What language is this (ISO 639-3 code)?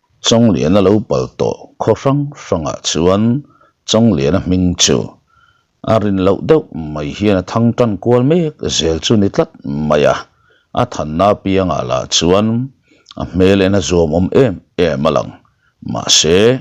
lus